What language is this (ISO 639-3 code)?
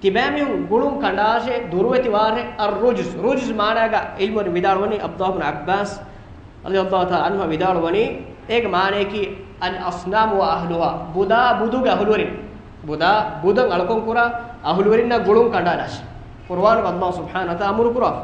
div